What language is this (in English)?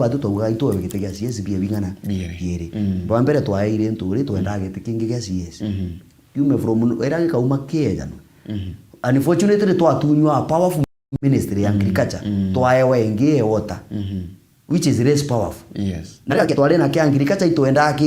Meru